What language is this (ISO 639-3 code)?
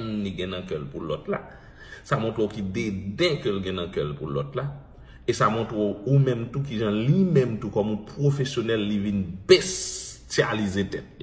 hat